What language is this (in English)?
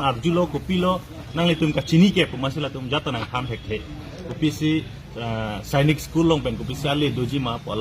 Karbi